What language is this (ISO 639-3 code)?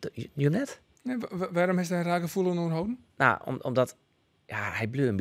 fry